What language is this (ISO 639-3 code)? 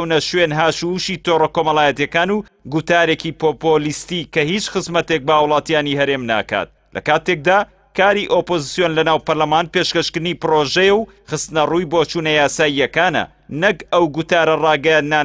ckb